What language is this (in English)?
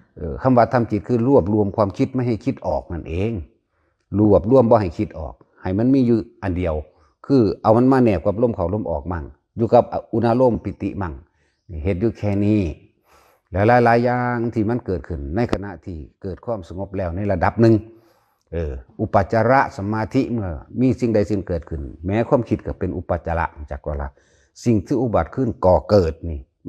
Northeastern Thai